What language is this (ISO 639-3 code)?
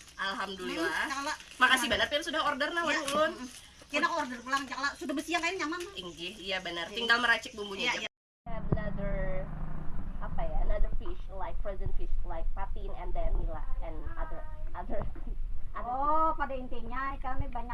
bjn